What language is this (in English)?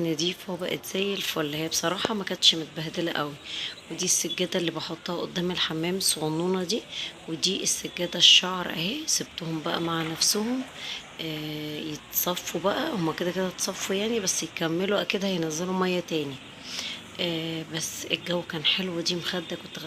Egyptian Arabic